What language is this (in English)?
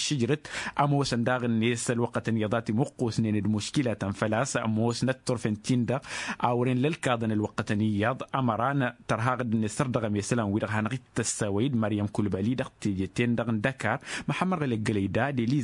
Tamasheq